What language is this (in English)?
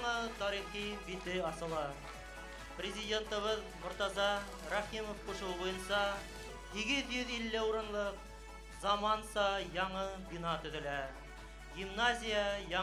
Bashkir